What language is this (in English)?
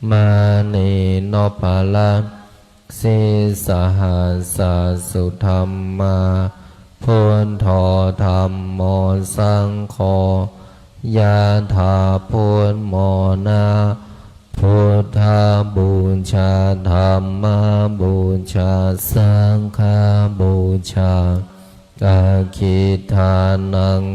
Pali